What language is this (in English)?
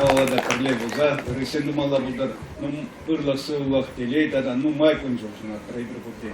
Chuvash